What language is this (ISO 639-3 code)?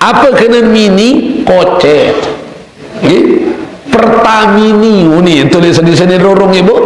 sas